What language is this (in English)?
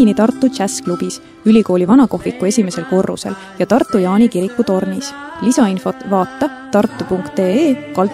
Estonian